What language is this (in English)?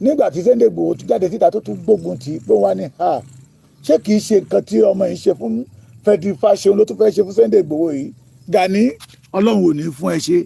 Yoruba